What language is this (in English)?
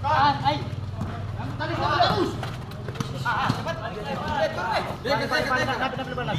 Ambonese Malay